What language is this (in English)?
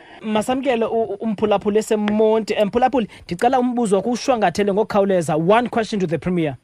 Xhosa